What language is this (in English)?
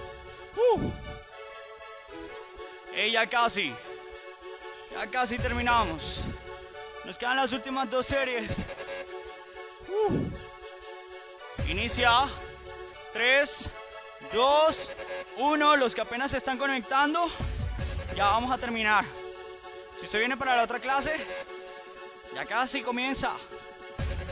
Spanish